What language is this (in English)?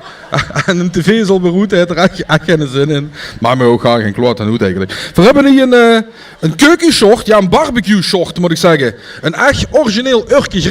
Limburgish